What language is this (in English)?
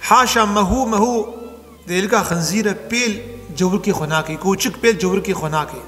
Kurdish